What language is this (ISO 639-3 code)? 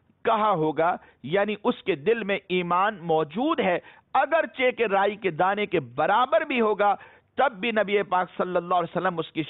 urd